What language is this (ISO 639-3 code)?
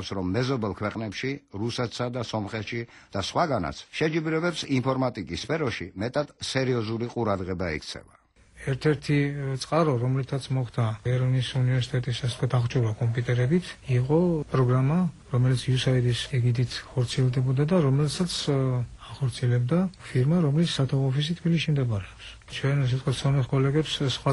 kat